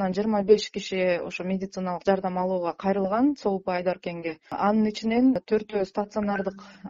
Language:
Kyrgyz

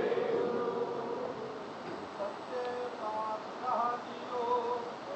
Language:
Punjabi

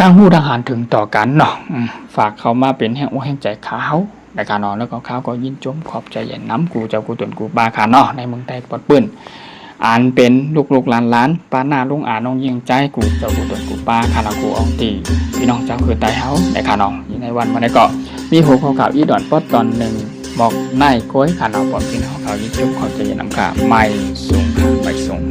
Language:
Shan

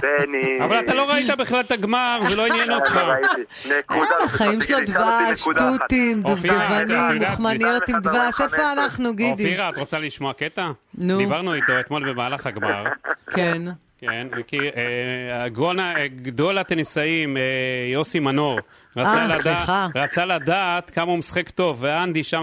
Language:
Hebrew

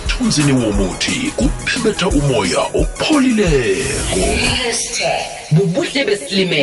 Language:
South Ndebele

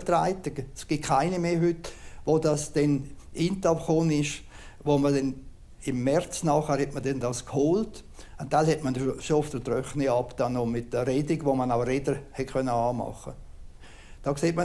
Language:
Romansh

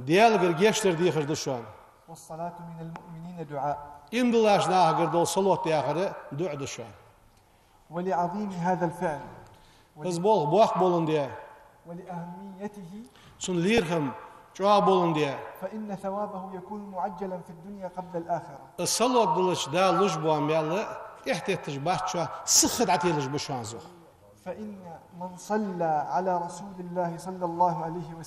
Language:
Ingush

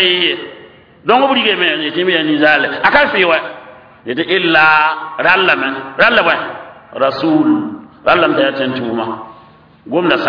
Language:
Mossi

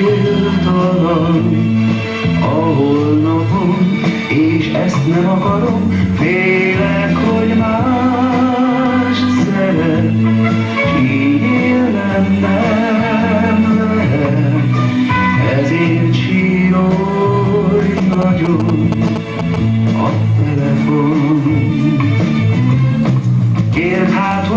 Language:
Hungarian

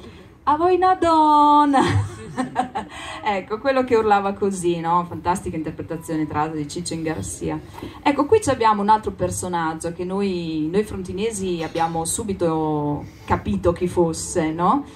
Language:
Italian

